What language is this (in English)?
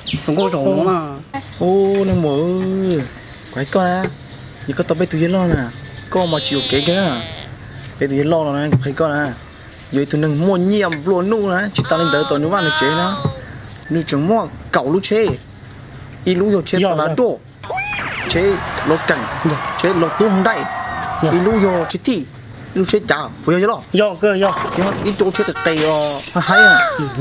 Hmong